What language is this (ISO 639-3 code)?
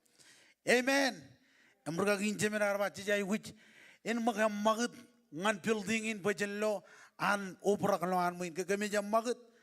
mah